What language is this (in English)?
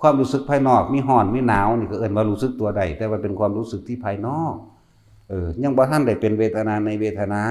Northeastern Thai